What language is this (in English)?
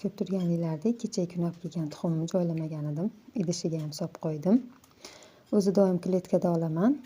Uzbek